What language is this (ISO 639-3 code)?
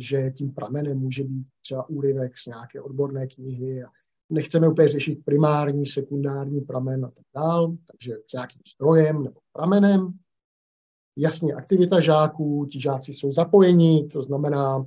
ces